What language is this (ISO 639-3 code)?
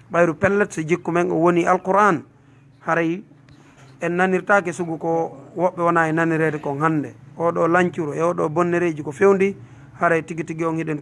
ful